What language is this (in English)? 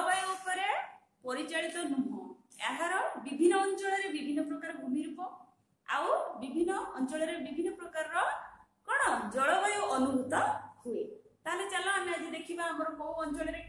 Odia